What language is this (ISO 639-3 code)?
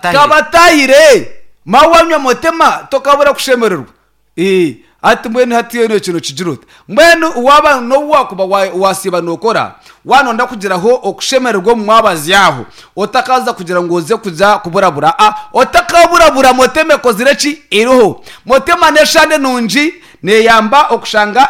nyn